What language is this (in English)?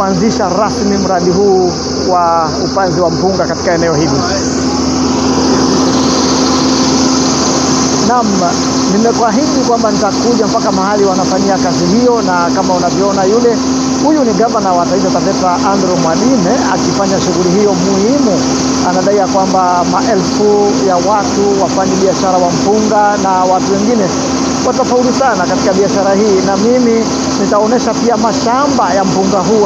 Swahili